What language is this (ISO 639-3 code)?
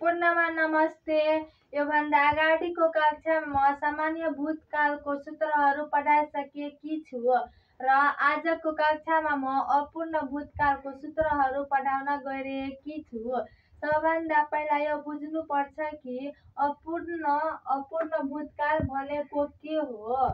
nep